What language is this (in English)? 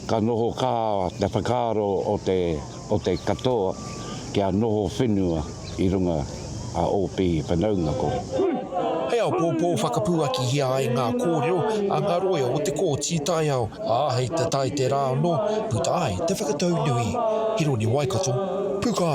Māori